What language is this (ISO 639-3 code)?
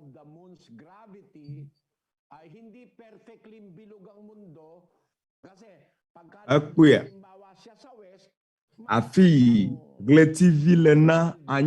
ewe